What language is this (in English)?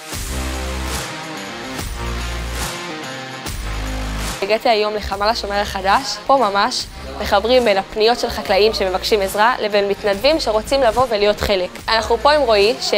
Hebrew